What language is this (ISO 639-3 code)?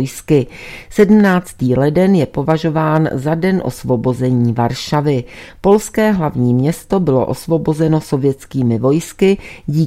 ces